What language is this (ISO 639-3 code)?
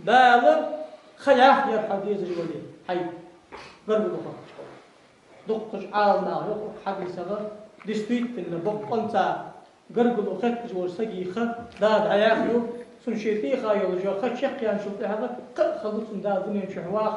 inh